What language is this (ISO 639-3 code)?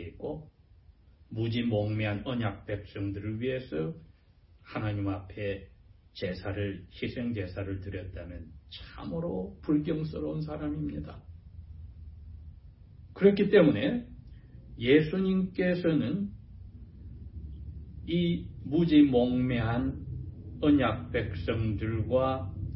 kor